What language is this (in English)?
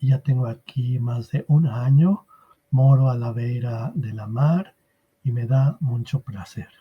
Ladino